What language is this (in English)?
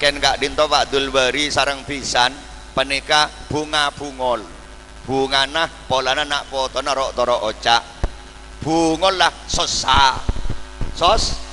Madurese